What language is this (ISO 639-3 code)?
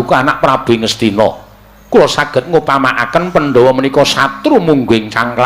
jav